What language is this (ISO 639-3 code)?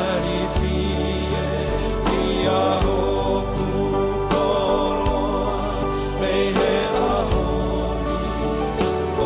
ton